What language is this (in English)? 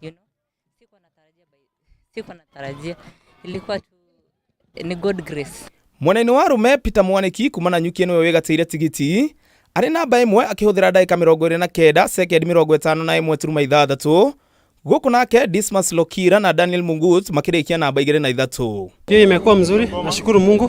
Kikuyu